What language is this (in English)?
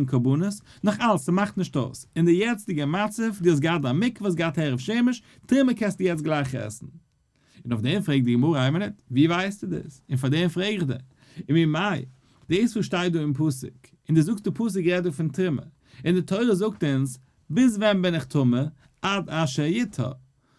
Yiddish